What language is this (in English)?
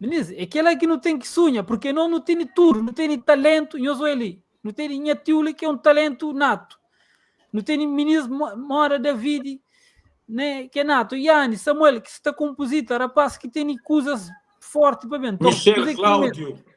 Kabuverdianu